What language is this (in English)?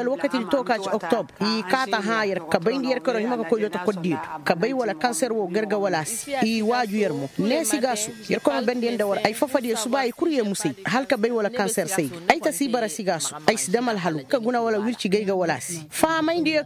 Koyraboro Senni